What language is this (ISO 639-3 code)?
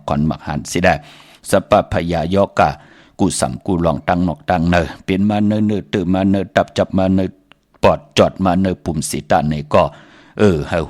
shn